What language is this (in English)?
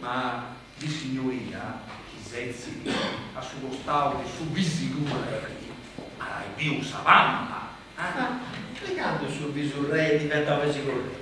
Sardinian